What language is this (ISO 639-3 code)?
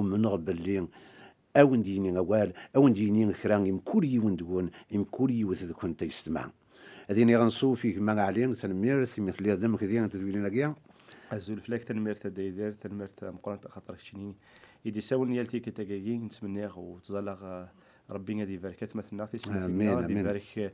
kab